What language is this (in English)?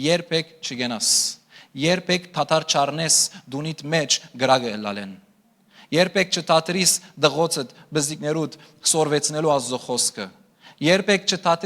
Western Armenian